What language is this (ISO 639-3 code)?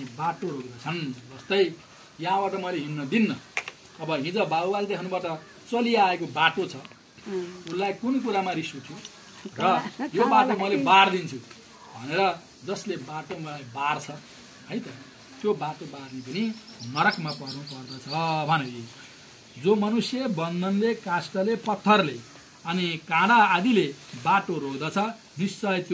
nep